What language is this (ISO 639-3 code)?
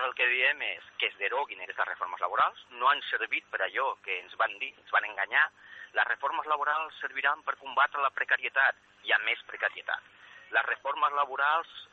cat